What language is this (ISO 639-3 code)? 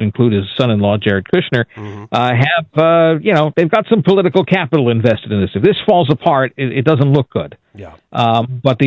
eng